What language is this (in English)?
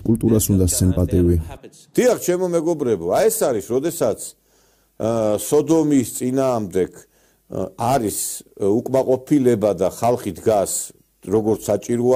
Georgian